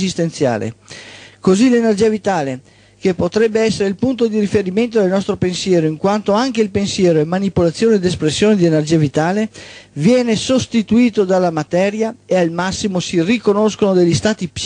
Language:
Italian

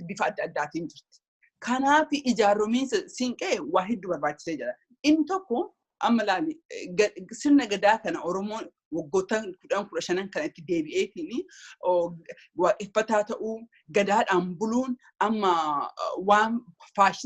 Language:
Oromo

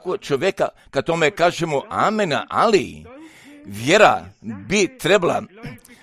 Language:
Croatian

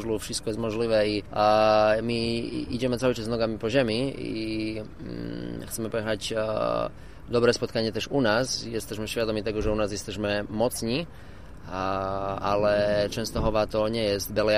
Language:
Polish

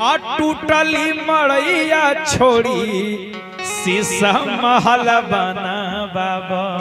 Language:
Magahi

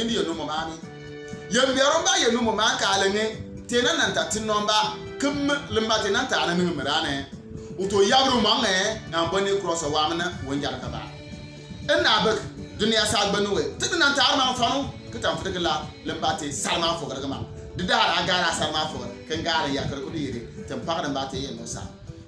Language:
Bimoba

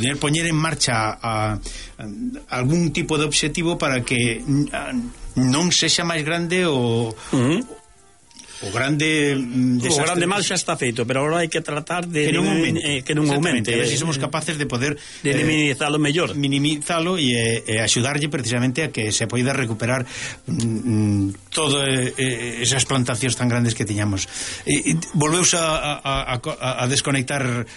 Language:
Galician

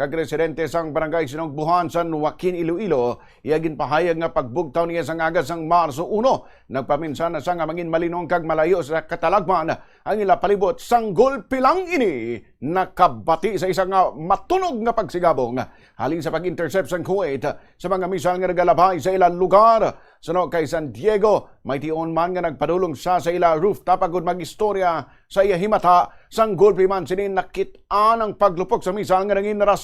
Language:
Hiligaynon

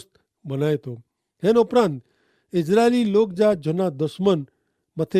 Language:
Kachhi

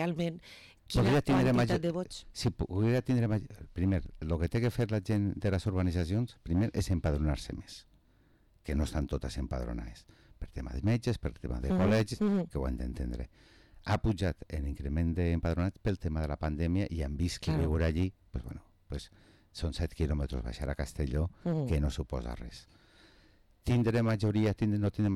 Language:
Catalan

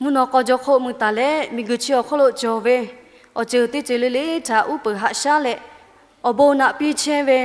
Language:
Lahu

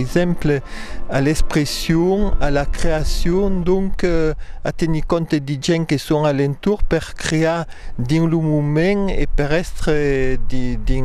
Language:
Occitan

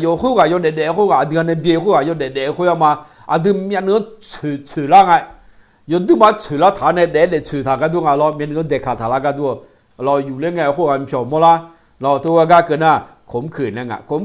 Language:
Akha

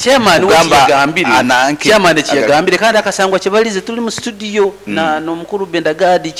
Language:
Nyoro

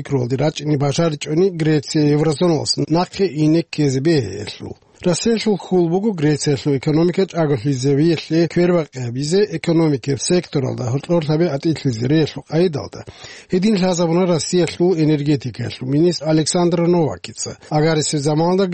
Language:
Avaric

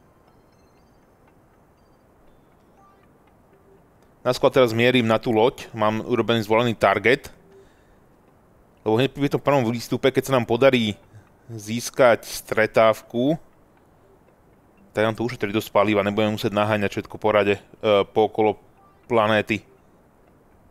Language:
Slovak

